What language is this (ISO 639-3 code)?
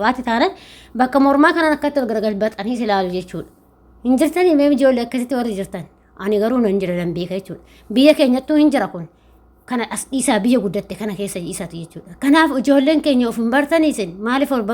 orm